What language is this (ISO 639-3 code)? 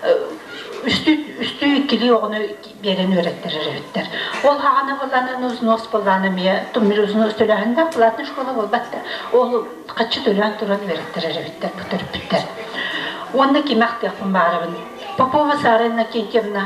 sah